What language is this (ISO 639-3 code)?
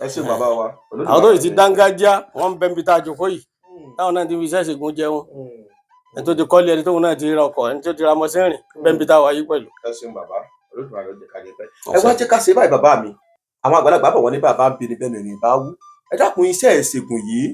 yor